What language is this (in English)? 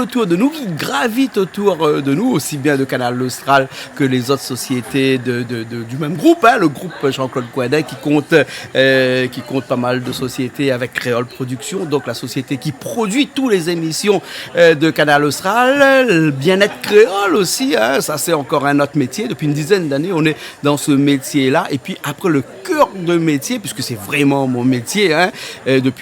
Réunion Creole French